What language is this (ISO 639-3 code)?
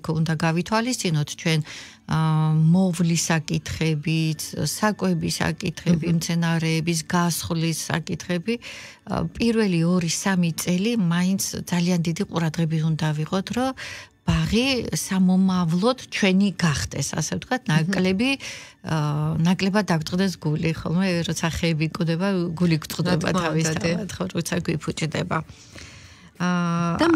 kat